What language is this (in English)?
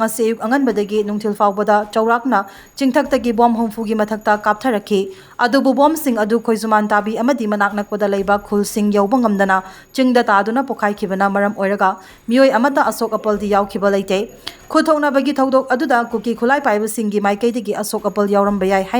Manipuri